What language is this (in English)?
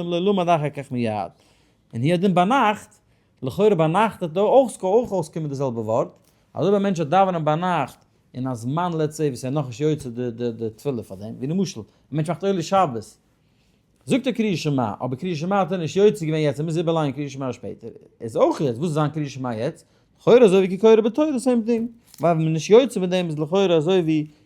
Yiddish